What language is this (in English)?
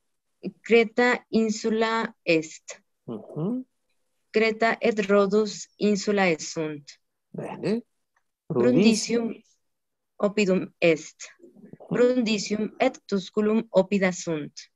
Latin